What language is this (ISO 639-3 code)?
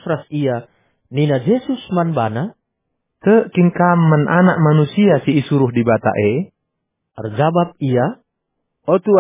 btx